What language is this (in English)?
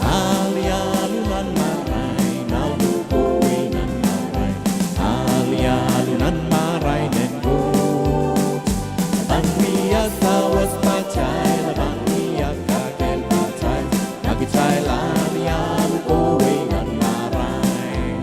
Pohnpeian